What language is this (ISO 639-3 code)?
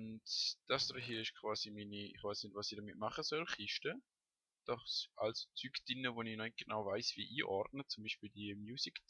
gsw